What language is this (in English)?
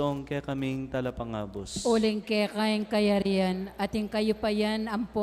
Pampanga